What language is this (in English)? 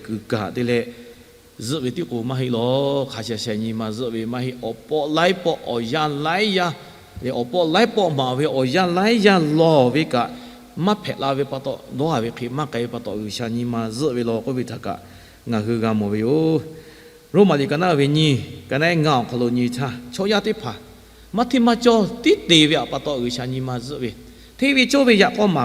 Lahu